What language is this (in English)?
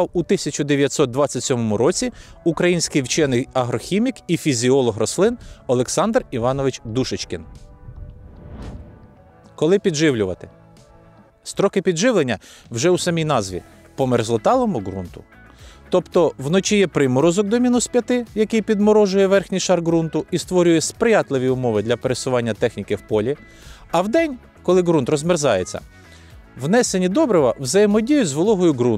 Ukrainian